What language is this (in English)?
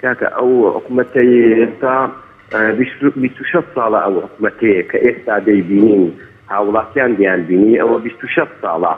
Central Kurdish